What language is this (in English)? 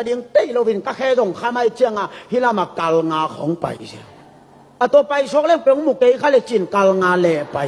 Tedim Chin